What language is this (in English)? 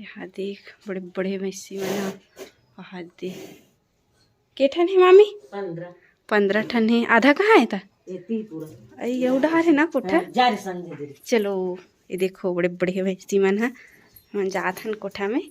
Chhattisgarhi